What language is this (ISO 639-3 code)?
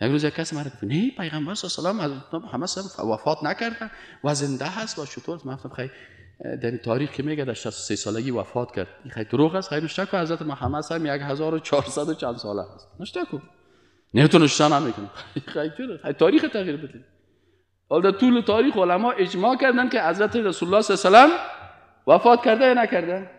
fas